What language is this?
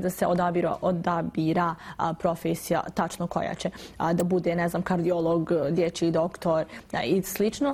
Bosnian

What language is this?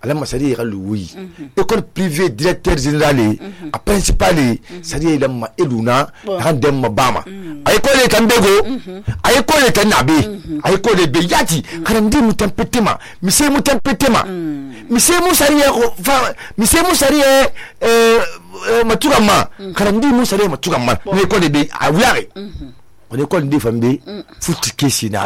Susu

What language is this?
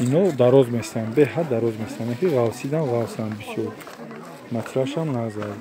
Tajik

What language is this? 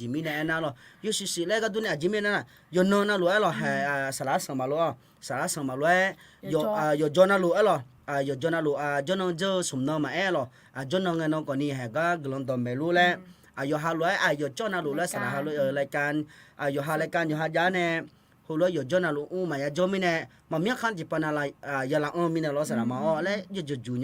Akha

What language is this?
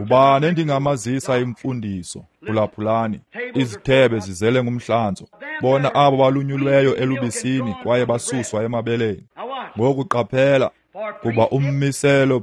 Xhosa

